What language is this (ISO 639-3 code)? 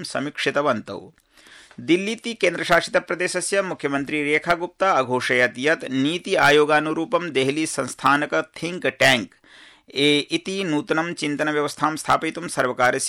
san